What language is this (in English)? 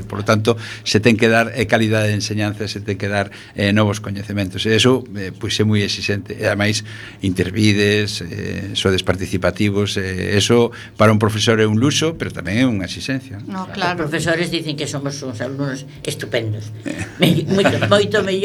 Galician